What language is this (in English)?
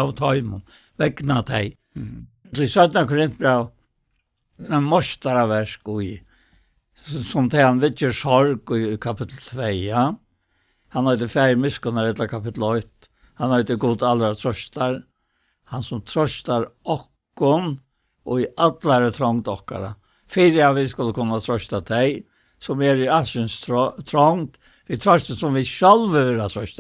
Faroese